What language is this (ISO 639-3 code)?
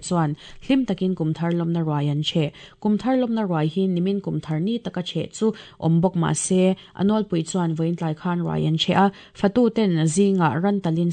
lus